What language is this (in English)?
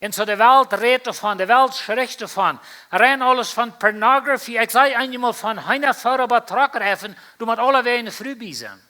Plautdietsch